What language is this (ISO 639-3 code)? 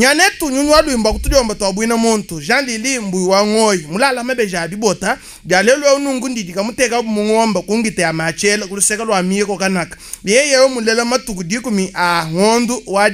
lua